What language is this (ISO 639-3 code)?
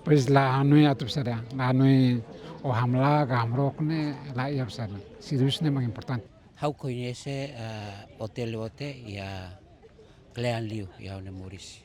tet